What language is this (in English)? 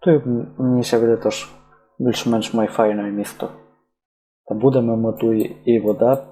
Rusyn